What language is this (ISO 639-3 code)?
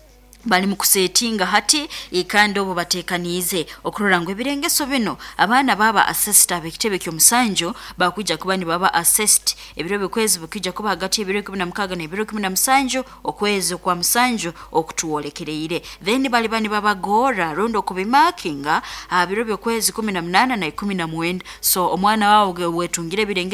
nyn